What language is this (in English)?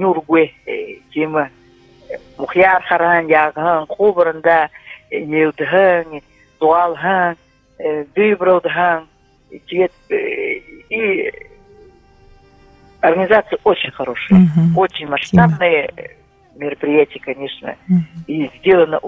Buriat